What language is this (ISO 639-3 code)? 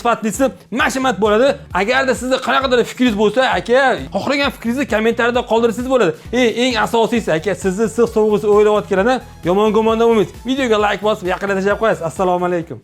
uzb